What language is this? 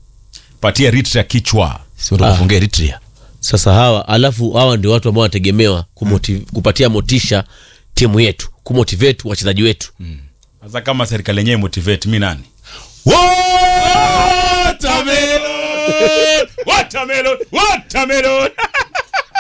Swahili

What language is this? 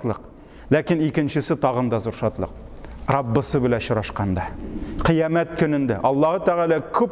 Tatar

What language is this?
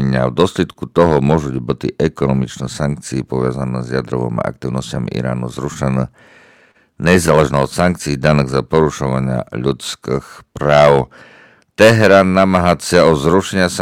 Rusyn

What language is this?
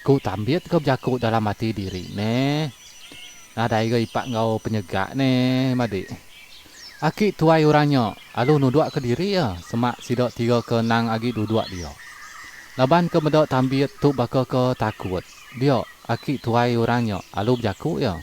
Iban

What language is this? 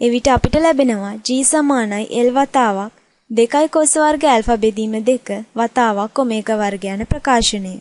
Sinhala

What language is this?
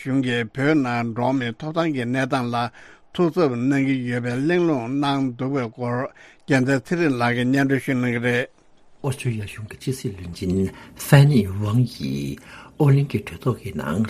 Tibetan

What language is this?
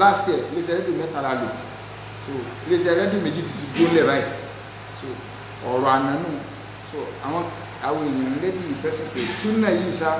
Yoruba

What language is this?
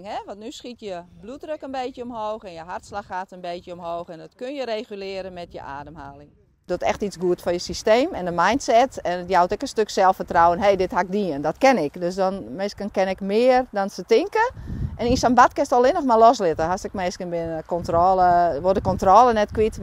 Western Frisian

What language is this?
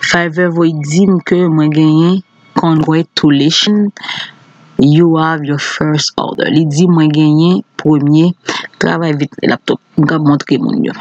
Haitian Creole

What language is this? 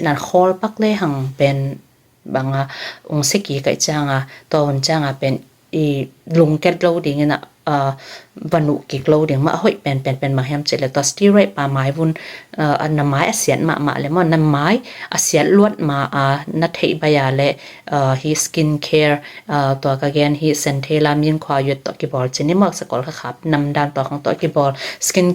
Tedim Chin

